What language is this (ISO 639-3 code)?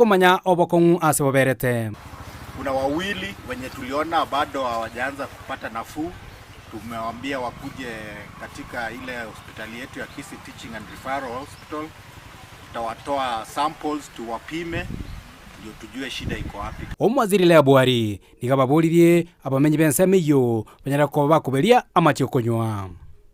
guz